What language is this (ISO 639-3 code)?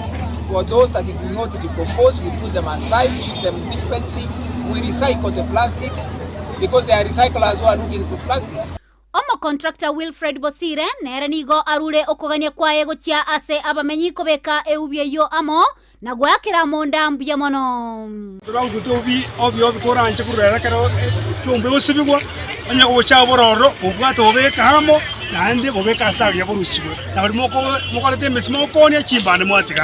guz